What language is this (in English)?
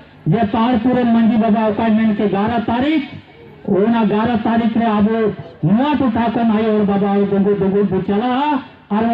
Santali